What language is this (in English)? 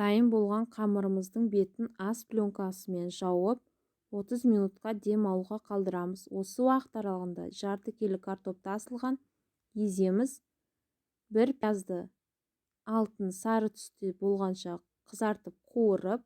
Kazakh